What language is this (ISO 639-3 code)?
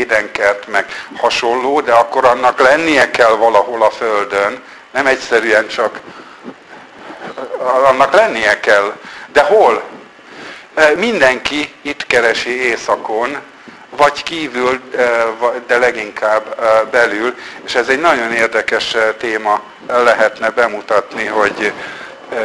hun